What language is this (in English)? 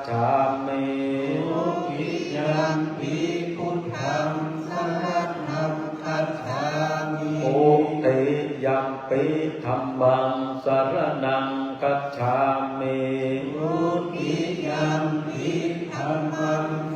Pali